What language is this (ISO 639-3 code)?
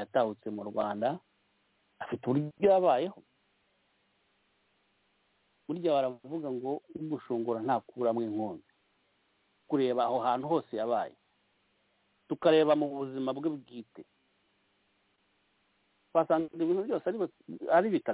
kin